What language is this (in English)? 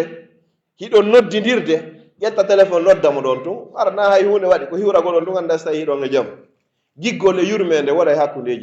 Pular